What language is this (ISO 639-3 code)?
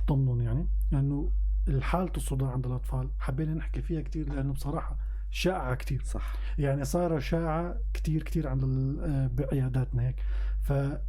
apc